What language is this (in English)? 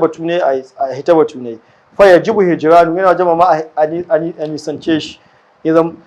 Hausa